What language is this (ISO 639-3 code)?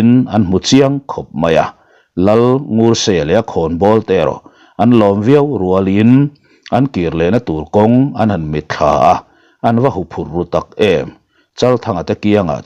lus